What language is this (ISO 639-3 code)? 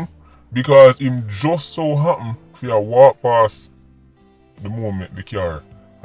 jam